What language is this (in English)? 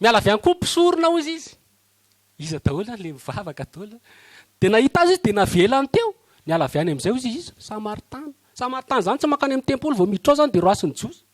Malagasy